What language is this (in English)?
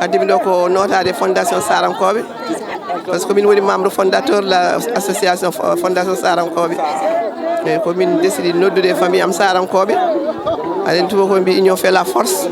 Fula